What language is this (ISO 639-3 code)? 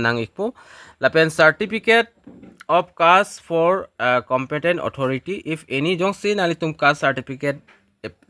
mjw